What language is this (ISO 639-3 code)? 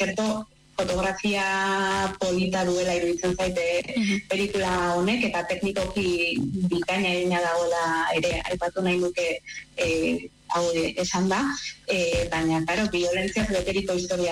eus